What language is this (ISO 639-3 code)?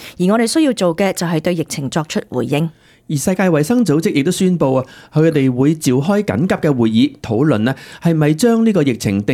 yue